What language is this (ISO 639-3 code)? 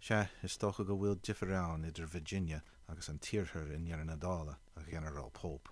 gle